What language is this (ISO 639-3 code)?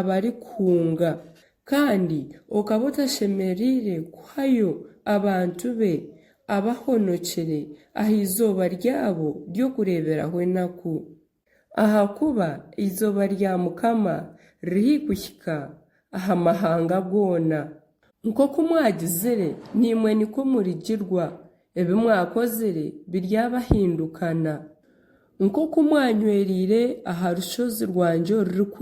nyn